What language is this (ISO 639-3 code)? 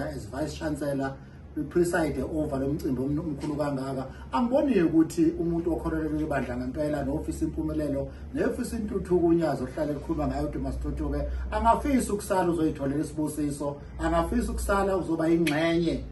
zul